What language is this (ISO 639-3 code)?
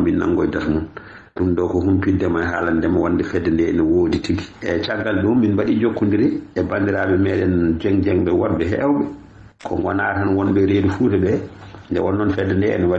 ful